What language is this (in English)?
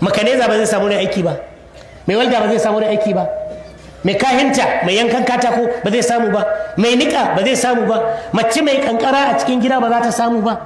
Hausa